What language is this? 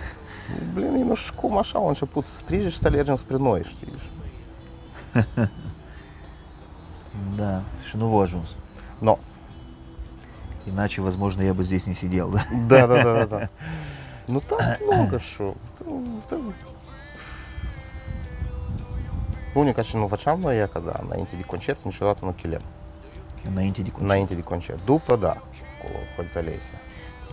Romanian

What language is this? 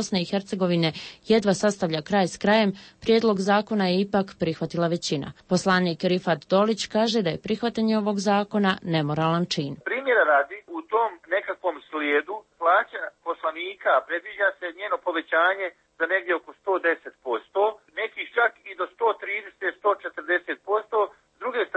Croatian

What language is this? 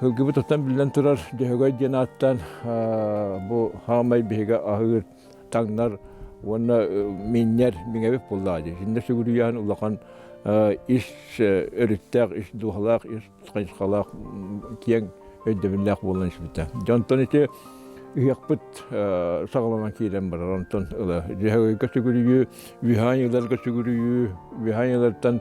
Yakut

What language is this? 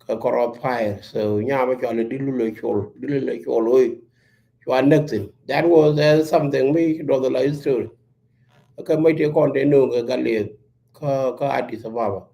Nuer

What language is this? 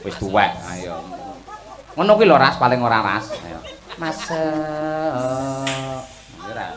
Javanese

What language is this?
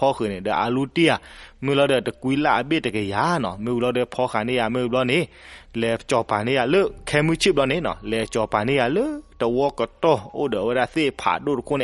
S'gaw Karen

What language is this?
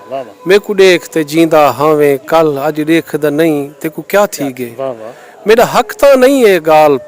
Saraiki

